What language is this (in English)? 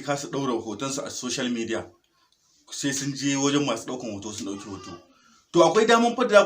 Hausa